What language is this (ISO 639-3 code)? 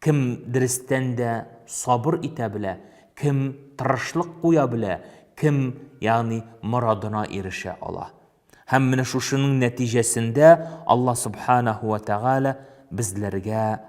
tat